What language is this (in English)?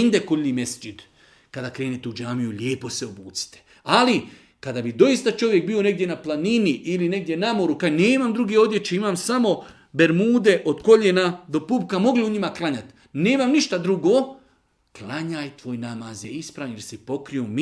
Bosnian